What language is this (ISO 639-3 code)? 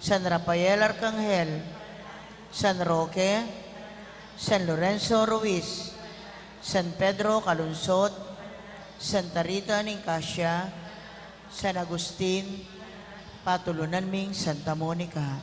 pam